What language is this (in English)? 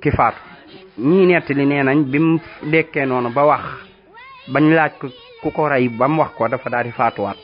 Wolof